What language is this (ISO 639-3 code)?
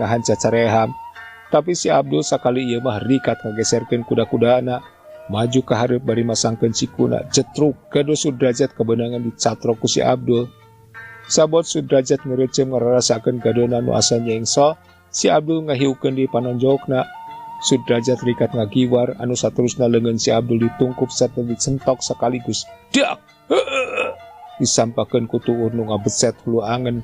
sun